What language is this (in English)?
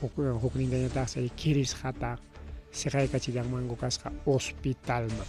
Ayacucho Quechua